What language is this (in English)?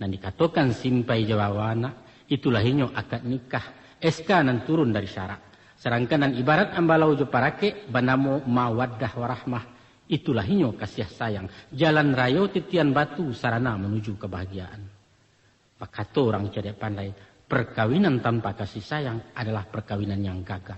Minangkabau